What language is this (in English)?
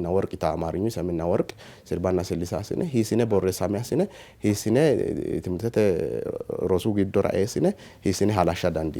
Sidamo